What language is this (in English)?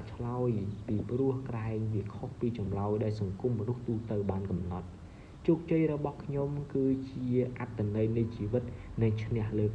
Khmer